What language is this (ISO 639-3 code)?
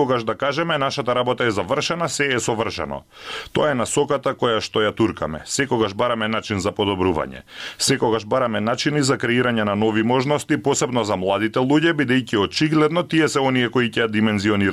mkd